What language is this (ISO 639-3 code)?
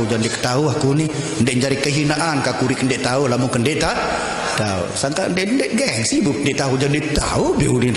sas